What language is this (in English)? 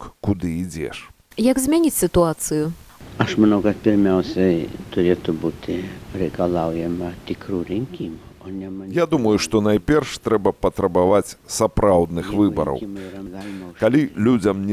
Belarusian